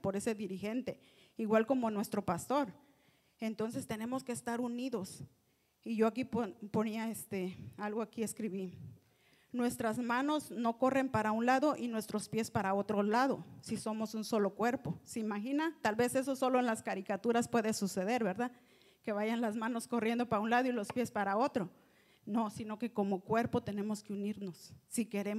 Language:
Spanish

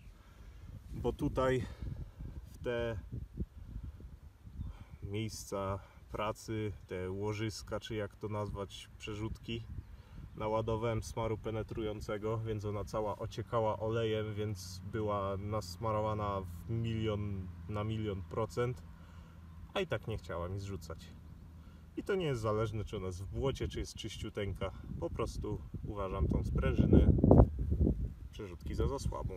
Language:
Polish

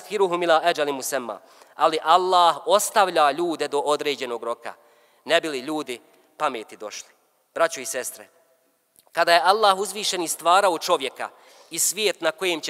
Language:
Bosnian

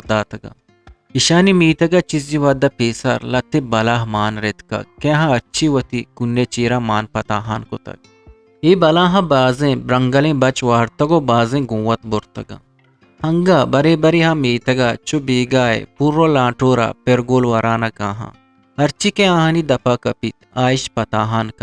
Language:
Eastern Balochi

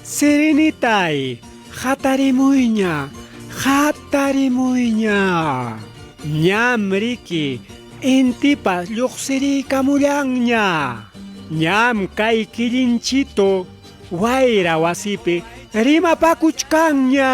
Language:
Ayacucho Quechua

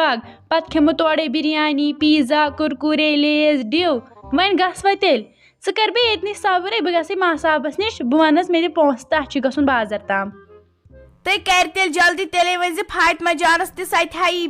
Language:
Kashmiri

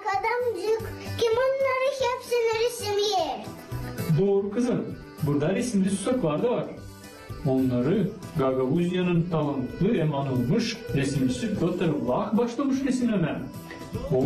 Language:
Gagauz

